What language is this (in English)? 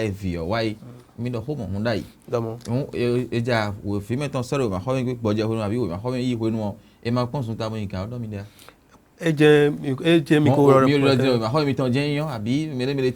Fon